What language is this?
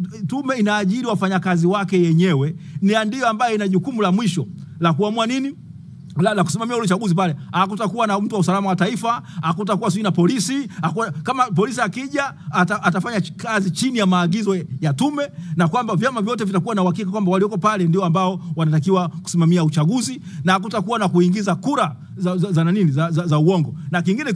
Swahili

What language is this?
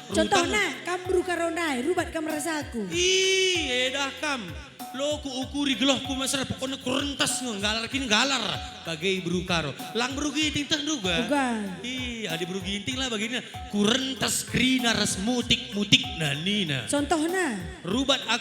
Batak Karo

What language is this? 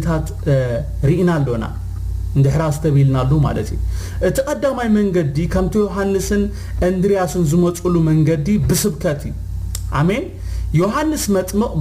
Tigrinya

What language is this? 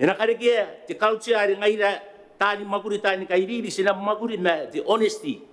Gilbertese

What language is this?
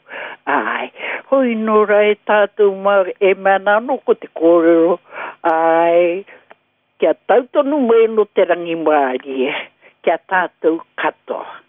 Māori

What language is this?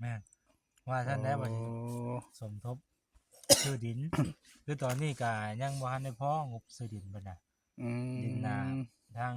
Northeastern Thai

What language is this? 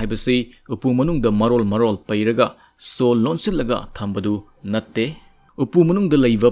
Manipuri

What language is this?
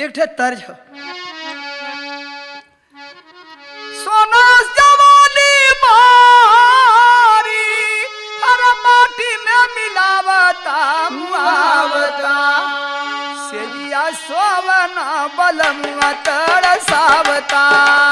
Bhojpuri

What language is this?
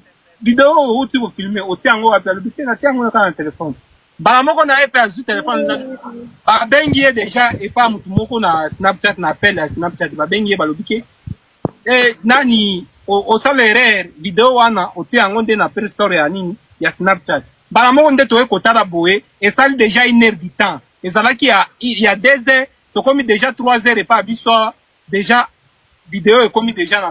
Lingala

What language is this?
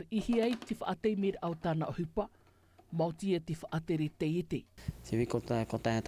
Tahitian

